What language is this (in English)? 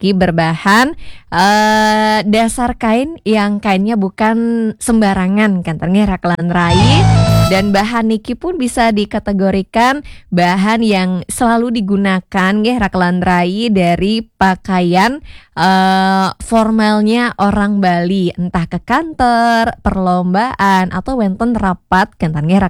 Balinese